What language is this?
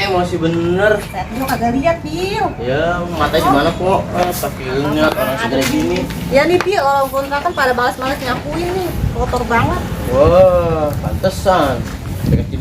Betawi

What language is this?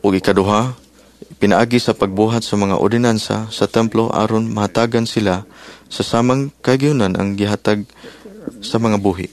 Cebuano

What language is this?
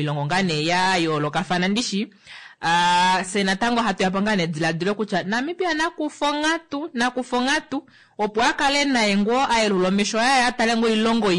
Kuanyama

